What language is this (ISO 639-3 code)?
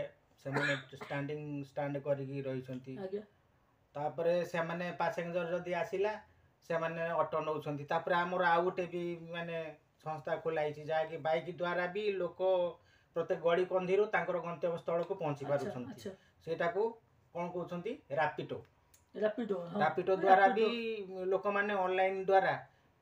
ori